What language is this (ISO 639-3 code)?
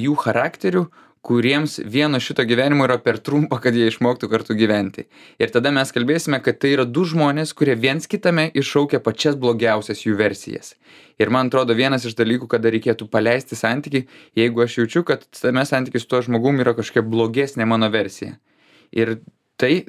lit